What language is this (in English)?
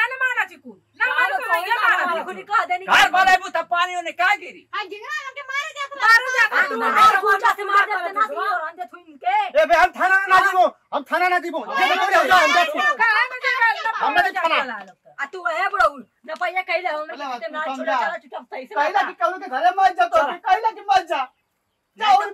Bhojpuri